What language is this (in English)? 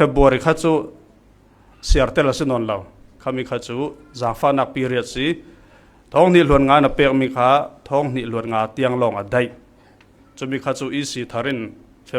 Falam Chin